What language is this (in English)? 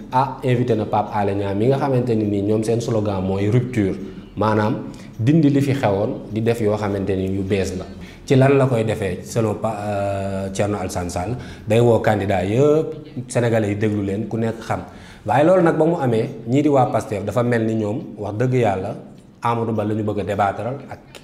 Wolof